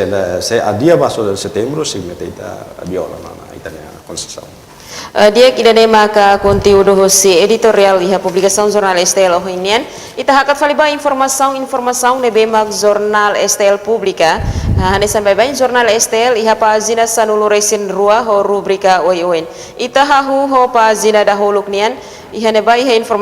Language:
Tetum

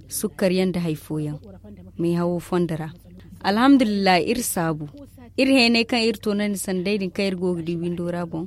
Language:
Zarma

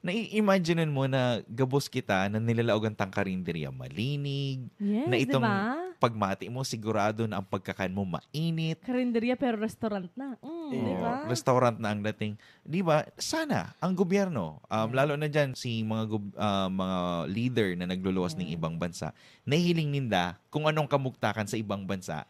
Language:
Bikol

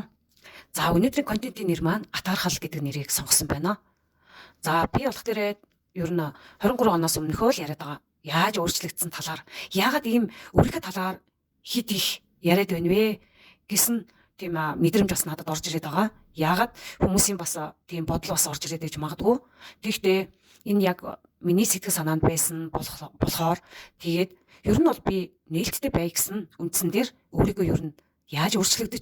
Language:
Mongolian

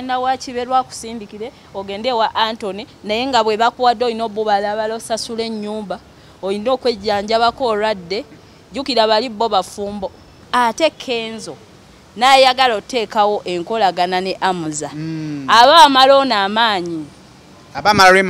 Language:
Ganda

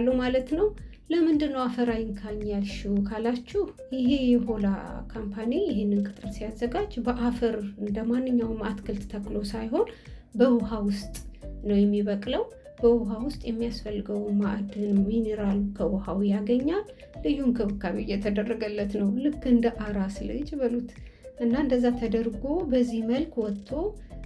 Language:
Amharic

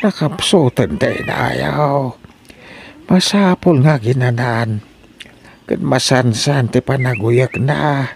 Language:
Iloko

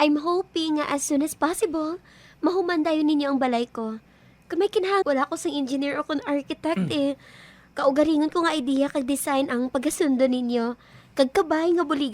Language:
Hiligaynon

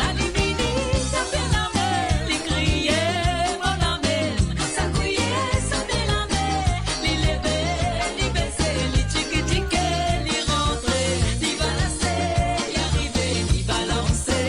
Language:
Morisyen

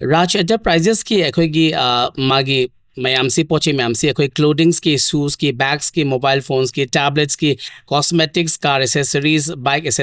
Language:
Manipuri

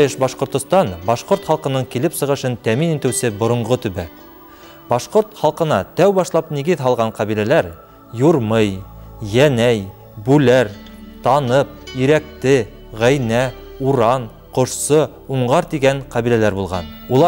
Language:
Bashkir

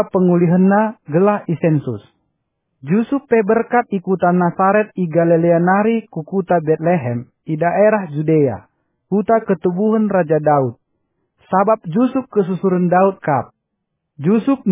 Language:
Batak Karo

